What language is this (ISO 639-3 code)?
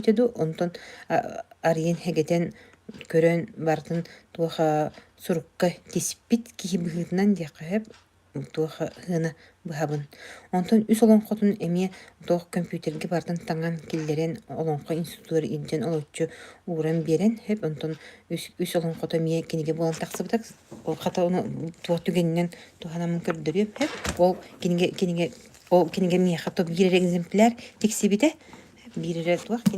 sah